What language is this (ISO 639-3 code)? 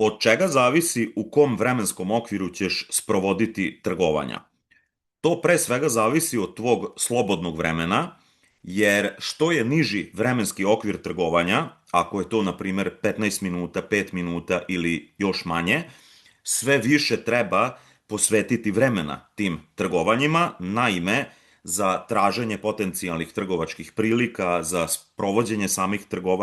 srp